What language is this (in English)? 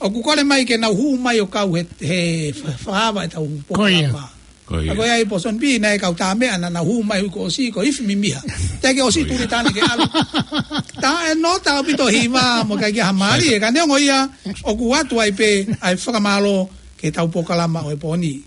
Tongan